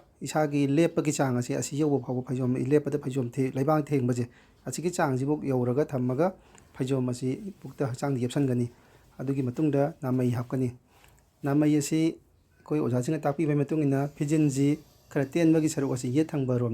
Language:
Manipuri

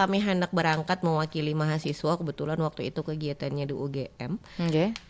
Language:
Banjar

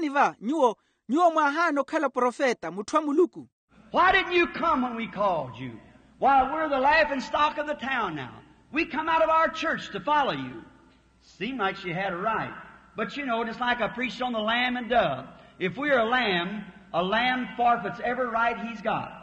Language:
Makhuwa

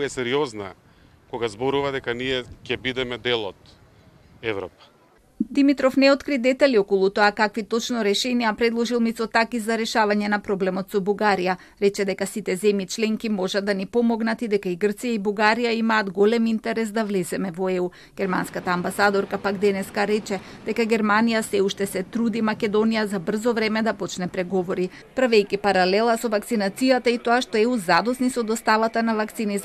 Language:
Macedonian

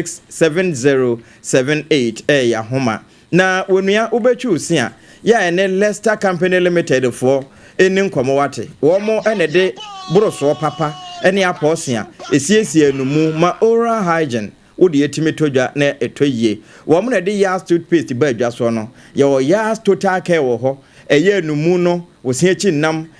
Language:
Akan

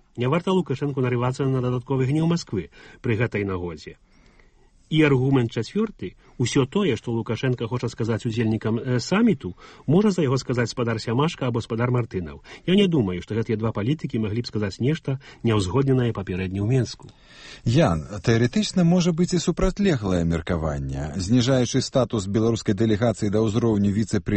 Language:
Belarusian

